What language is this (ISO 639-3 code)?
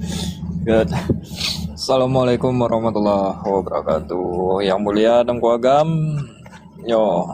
ace